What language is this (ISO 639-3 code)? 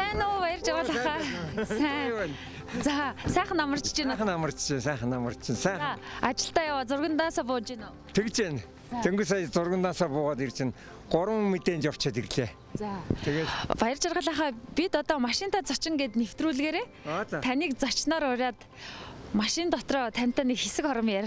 mon